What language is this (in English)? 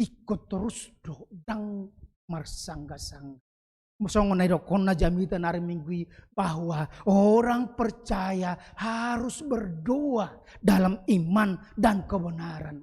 Batak Toba